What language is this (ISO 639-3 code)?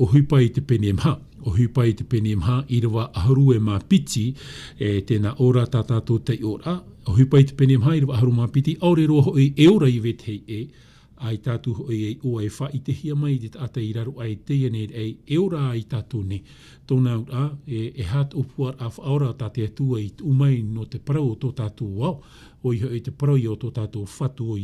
tah